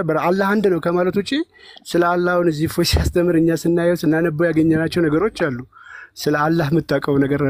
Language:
Amharic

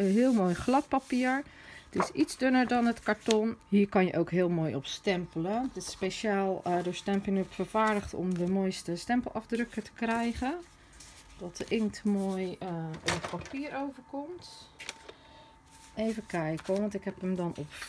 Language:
Dutch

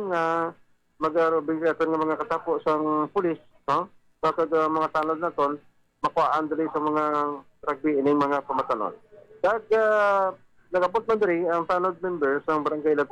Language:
Hiligaynon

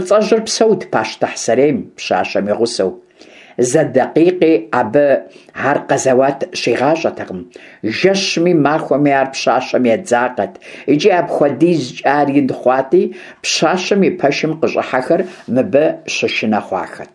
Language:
Kabardian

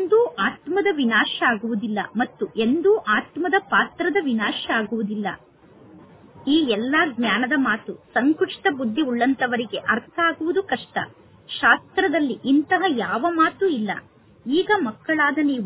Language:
Kannada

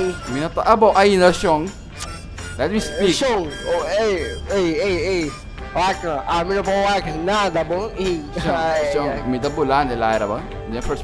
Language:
Papiamento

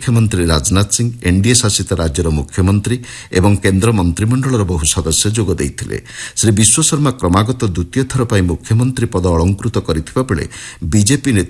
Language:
Odia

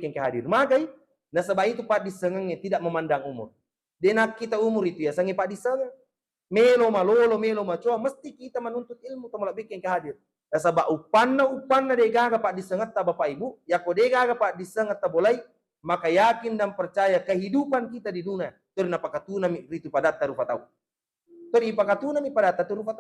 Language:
Buginese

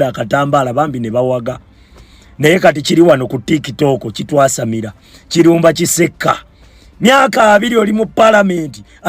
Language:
Ganda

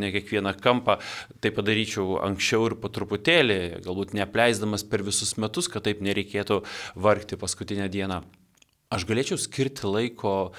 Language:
Lithuanian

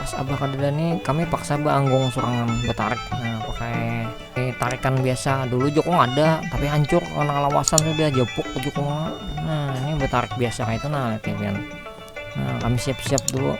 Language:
Banjar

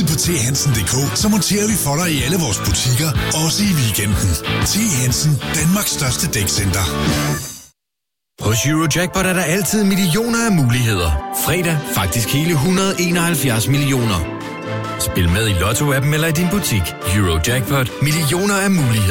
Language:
Danish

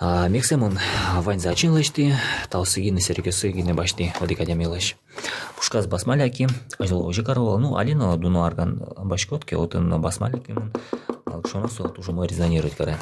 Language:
Udmurt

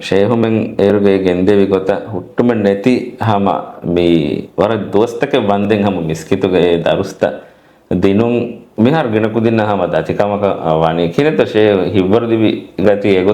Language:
Divehi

